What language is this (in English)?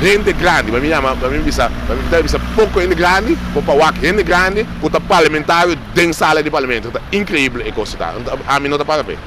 Papiamento